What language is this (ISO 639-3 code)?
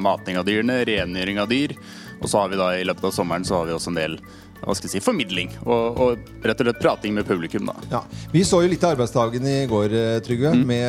nor